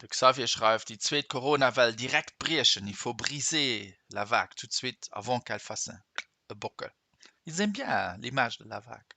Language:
Luxembourgish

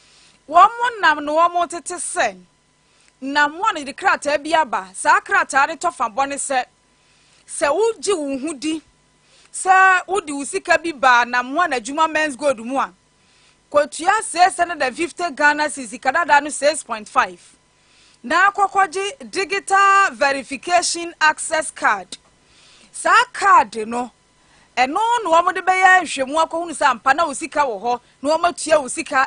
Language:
Akan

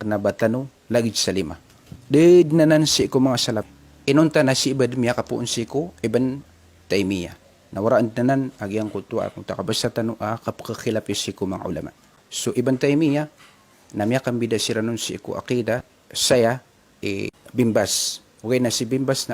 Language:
Maranao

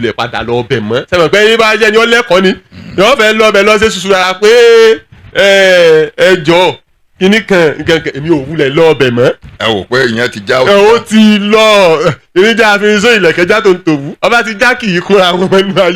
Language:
Yoruba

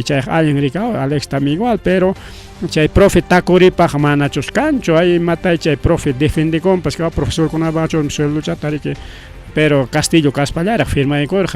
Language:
Ayacucho Quechua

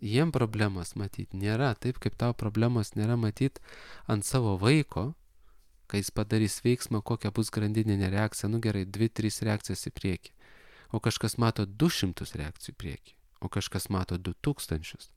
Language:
Lithuanian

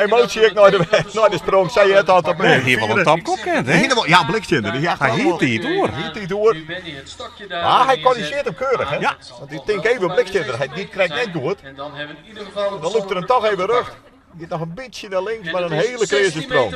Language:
Western Frisian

